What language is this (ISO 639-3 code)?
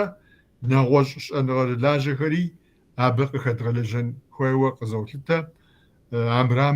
kbd